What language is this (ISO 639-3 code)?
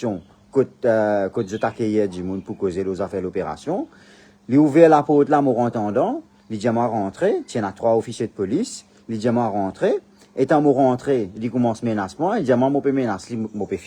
mfe